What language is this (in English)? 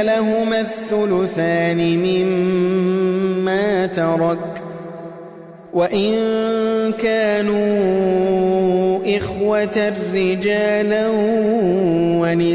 Arabic